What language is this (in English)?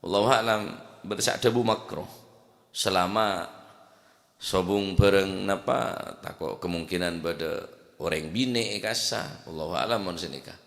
Madurese